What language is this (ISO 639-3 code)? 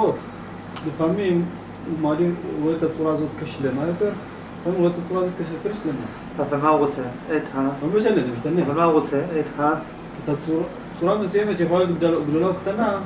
heb